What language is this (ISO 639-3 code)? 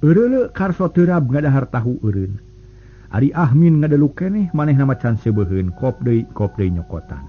sun